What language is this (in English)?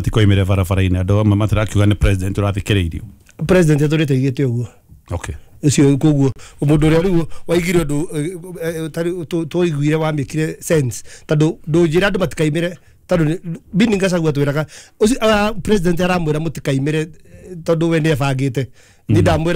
Kikuyu